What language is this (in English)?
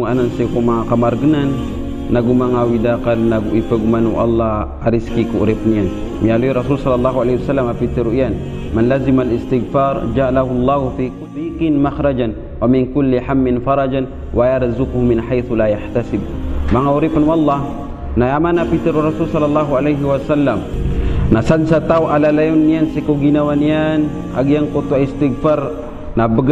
Maranao